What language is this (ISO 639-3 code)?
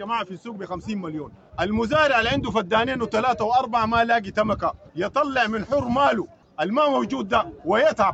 apd